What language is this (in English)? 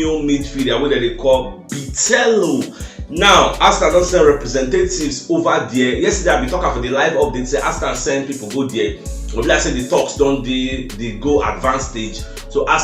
Nigerian Pidgin